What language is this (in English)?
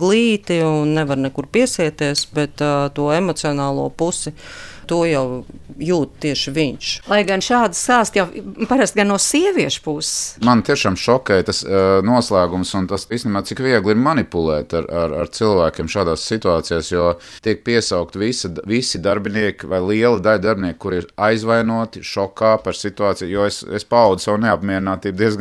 Latvian